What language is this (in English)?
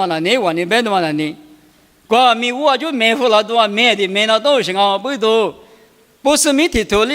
Lisu